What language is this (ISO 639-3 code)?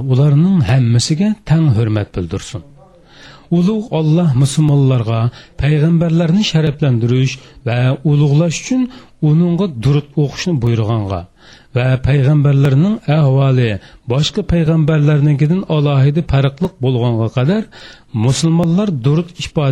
uig